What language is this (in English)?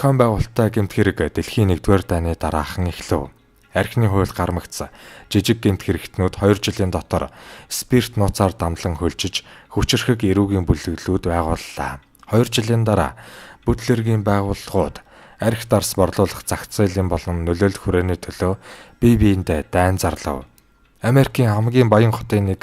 Mongolian